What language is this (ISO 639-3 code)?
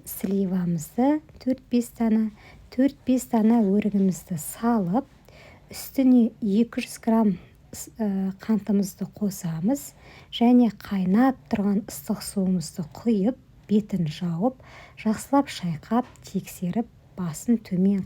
kaz